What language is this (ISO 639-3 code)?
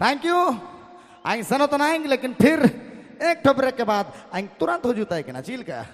sck